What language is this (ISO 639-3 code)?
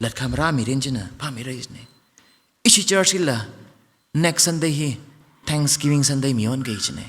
nmf